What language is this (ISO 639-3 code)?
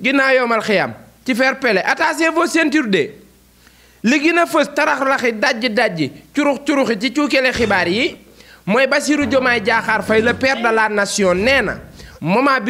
wol